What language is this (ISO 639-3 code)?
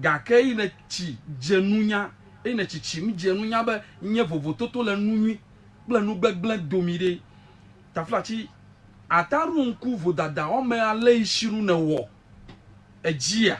ewe